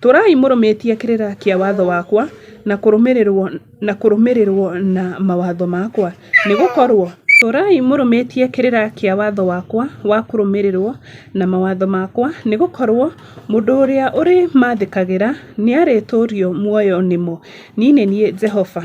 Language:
Kikuyu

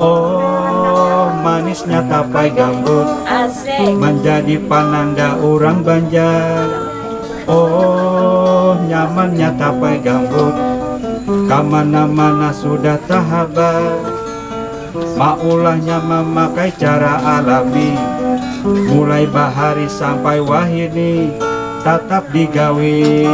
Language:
Banjar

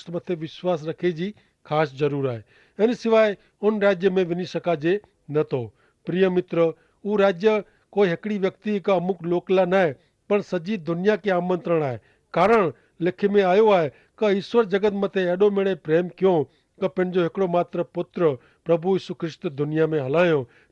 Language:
Kachhi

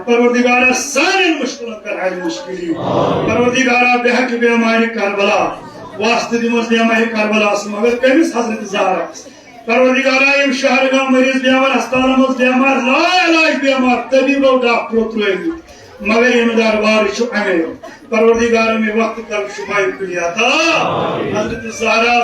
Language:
Kashmiri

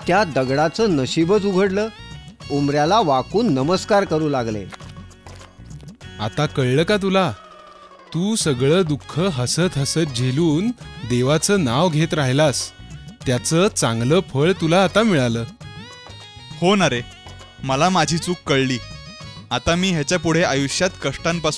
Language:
Marathi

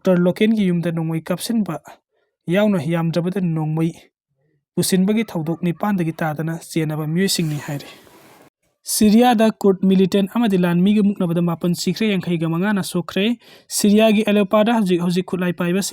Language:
Manipuri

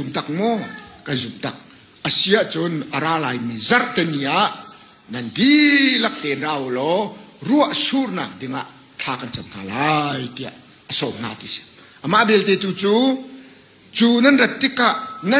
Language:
Hakha Chin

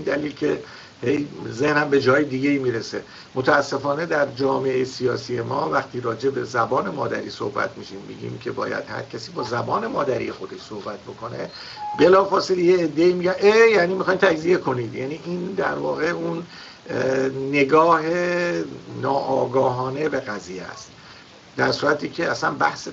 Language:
Persian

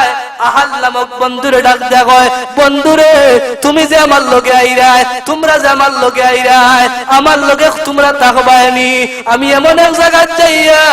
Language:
Sylheti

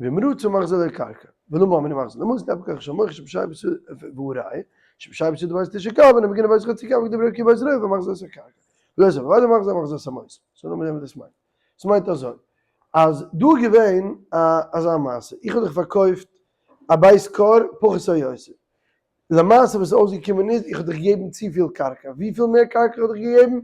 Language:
Yiddish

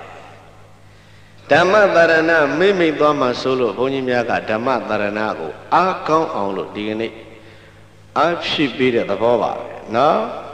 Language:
Burmese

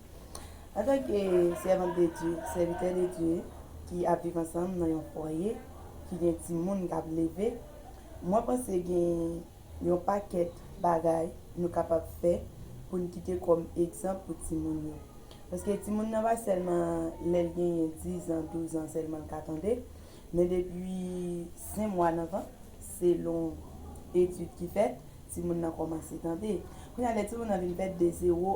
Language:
Haitian Creole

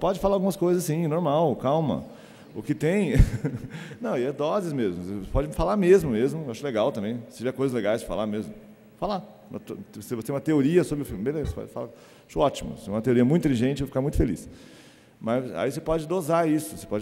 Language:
Portuguese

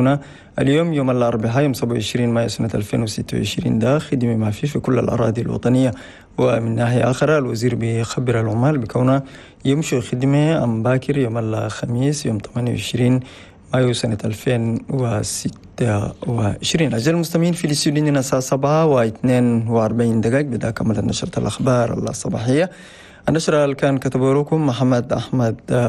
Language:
Chadian Arabic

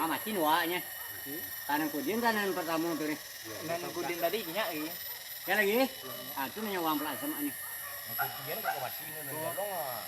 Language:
Minangkabau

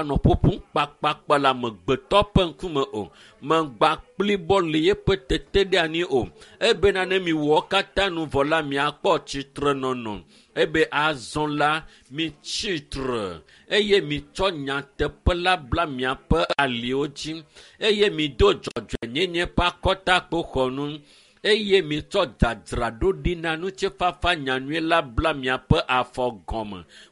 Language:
Ewe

